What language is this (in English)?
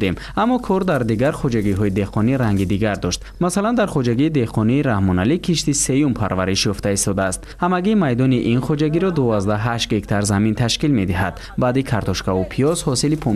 Tajik